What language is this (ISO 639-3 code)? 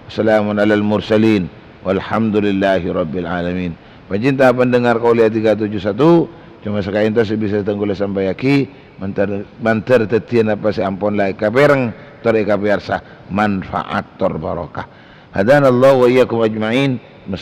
mad